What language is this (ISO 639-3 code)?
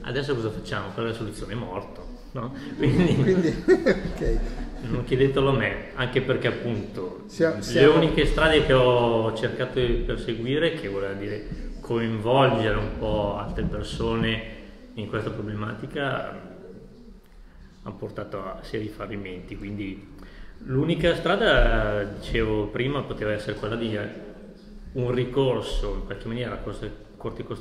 ita